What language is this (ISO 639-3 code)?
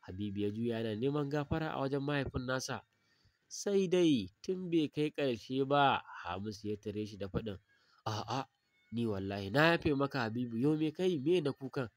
hau